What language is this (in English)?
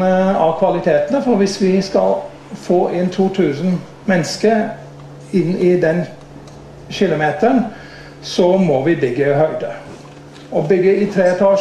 Norwegian